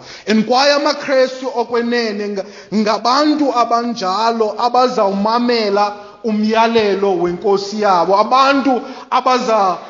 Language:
Xhosa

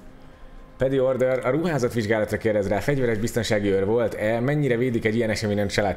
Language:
Hungarian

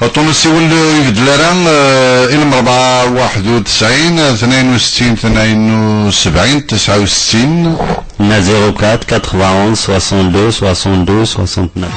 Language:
Kabyle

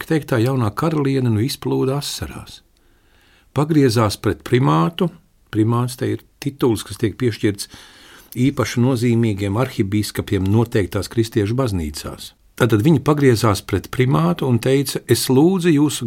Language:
Latvian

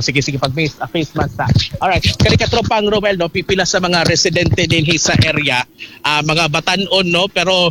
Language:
Cebuano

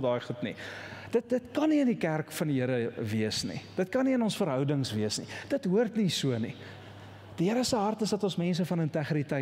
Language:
Afrikaans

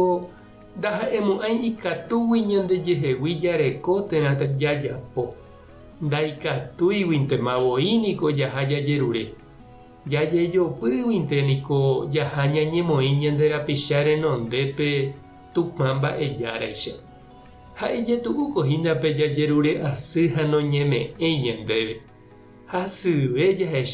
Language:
Guarani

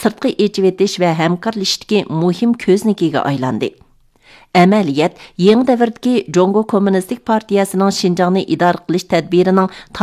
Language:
Uyghur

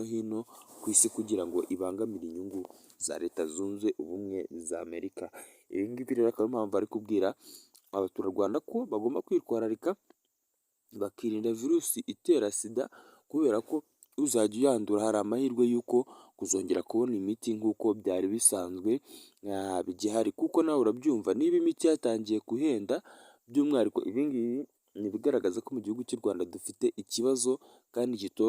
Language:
Kinyarwanda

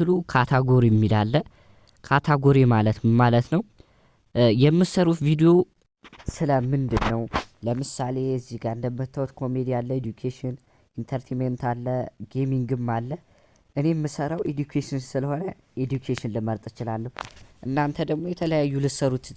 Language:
Amharic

